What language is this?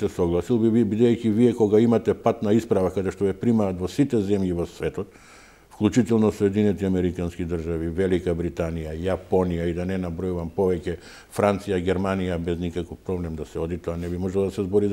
Macedonian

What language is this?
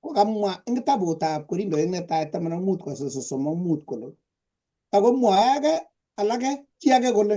Kalenjin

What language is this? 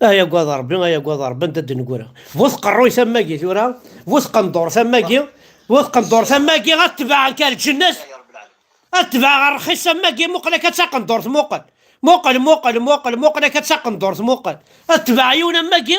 Kabyle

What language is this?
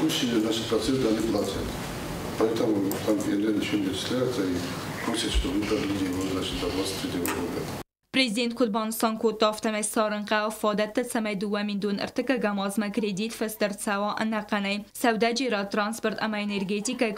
Ossetic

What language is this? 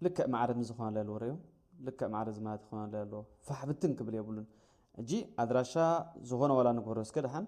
Tigrinya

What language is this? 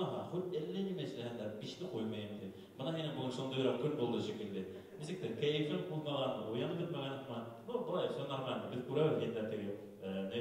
Bashkir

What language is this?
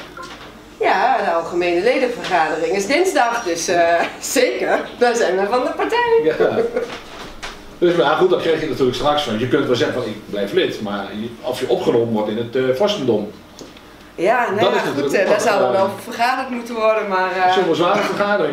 Dutch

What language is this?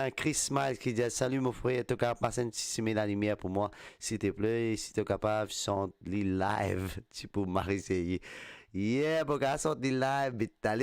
Morisyen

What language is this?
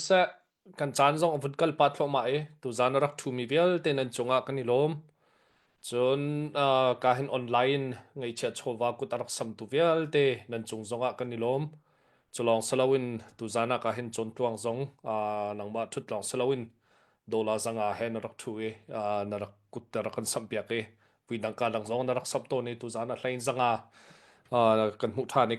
Hakha Chin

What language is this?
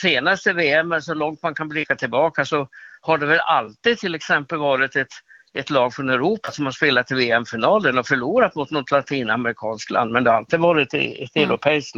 Swedish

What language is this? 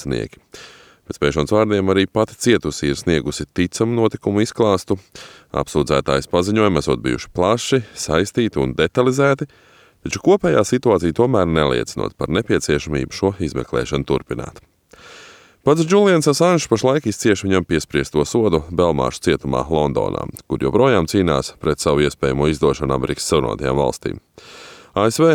Latvian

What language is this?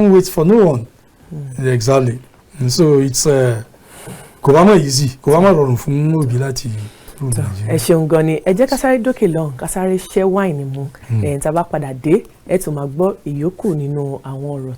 Yoruba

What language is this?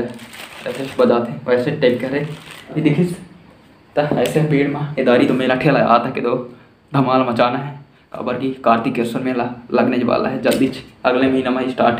Chhattisgarhi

